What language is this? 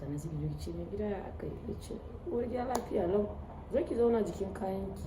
Hausa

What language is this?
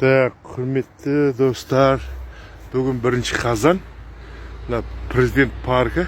Kazakh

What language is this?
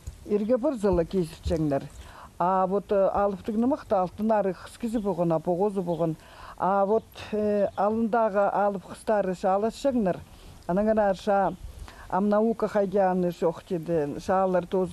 Khakas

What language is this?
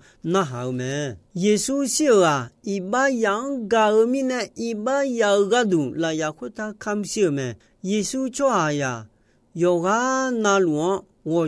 Akha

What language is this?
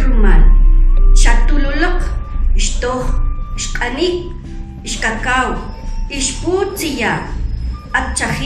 Kʼicheʼ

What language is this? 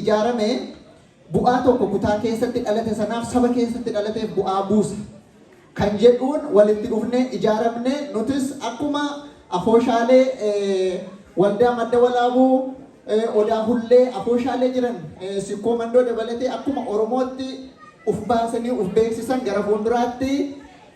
Oromo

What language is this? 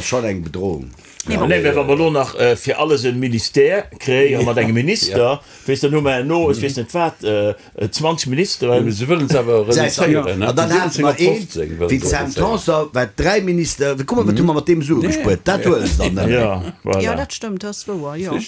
Luxembourgish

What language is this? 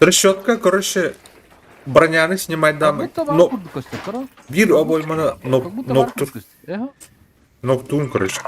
Yakut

